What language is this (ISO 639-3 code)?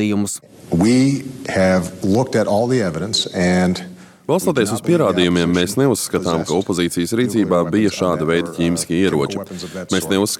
lav